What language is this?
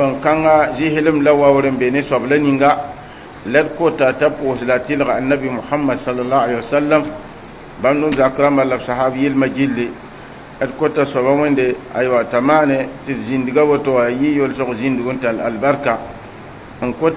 Mossi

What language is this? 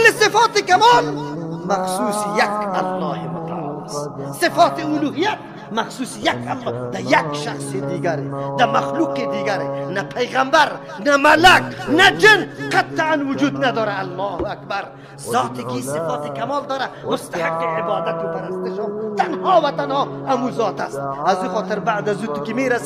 Persian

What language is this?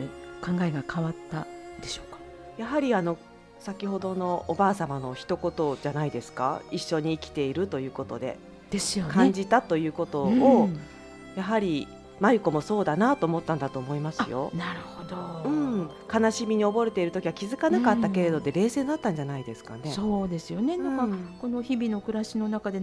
Japanese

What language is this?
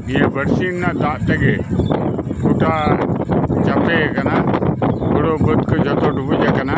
Santali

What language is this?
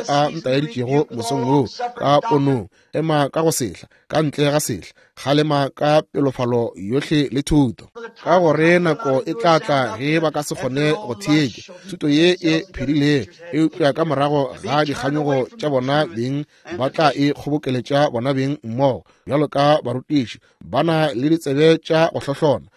Northern Sotho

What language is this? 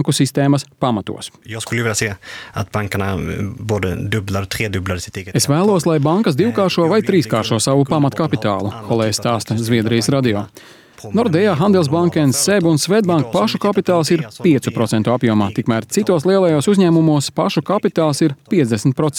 Latvian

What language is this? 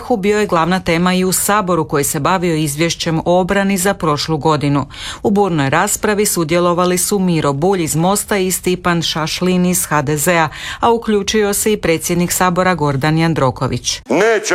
Croatian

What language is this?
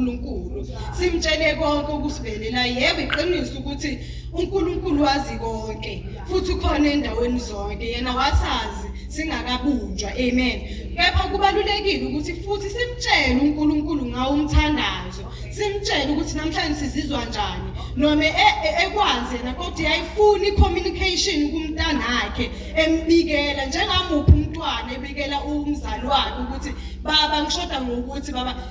Zulu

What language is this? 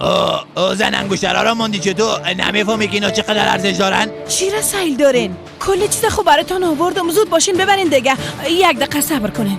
Persian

